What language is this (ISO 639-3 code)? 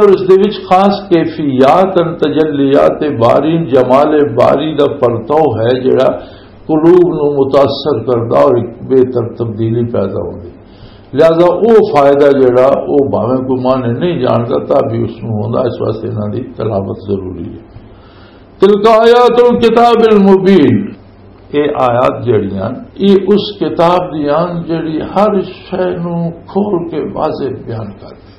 lah